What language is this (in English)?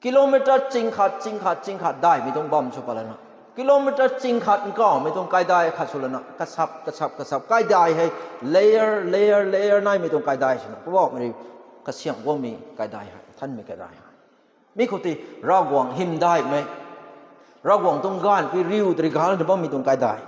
Rongmei Naga